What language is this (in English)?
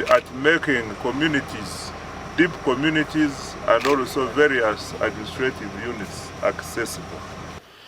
Nyankole